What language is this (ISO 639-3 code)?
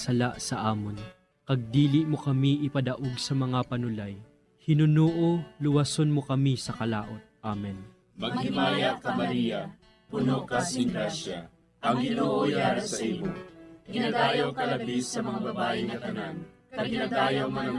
hil